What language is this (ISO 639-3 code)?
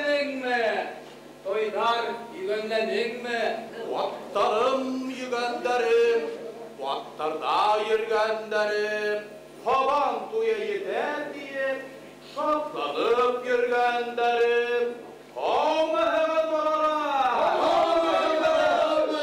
bak